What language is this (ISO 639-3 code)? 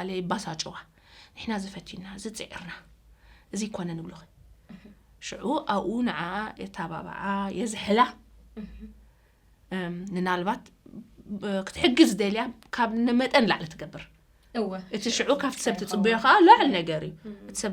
tir